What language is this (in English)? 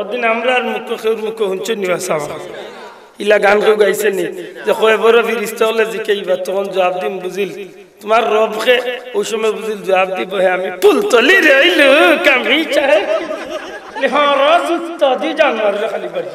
Sylheti